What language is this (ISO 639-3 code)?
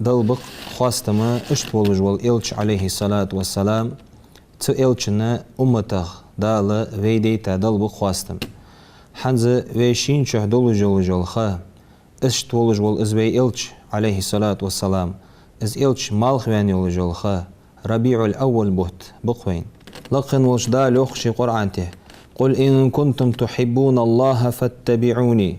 inh